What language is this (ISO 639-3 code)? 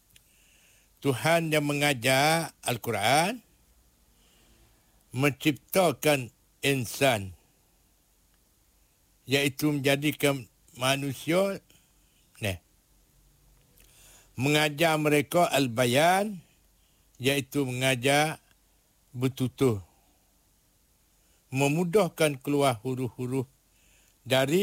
msa